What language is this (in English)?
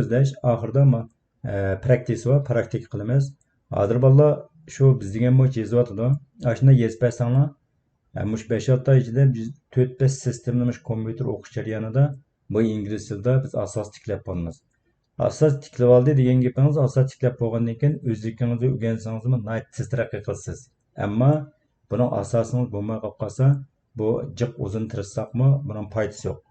Uyghur